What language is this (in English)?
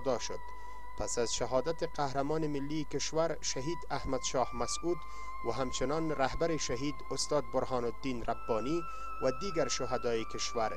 Persian